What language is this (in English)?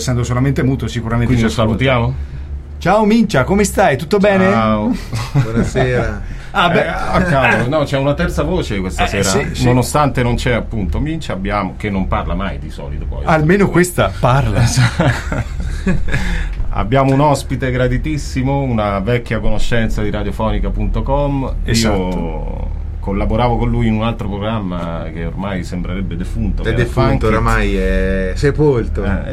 Italian